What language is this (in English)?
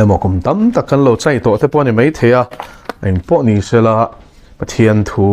Mizo